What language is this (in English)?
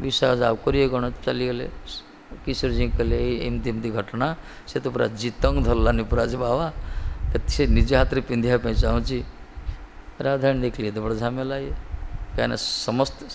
Odia